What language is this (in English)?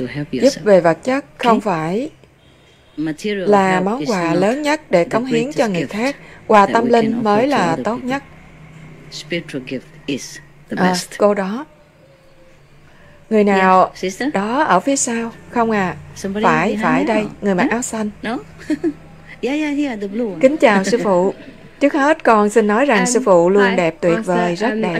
Vietnamese